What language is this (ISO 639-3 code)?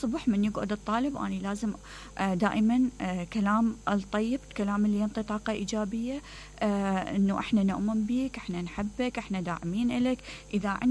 acm